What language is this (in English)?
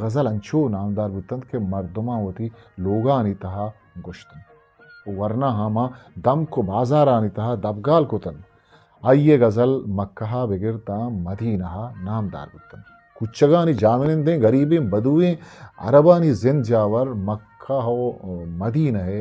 Eastern Balochi